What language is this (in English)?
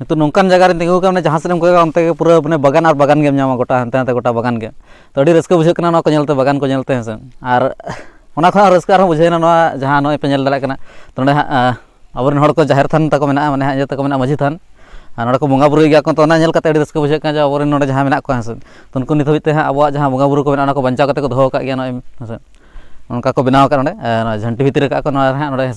Santali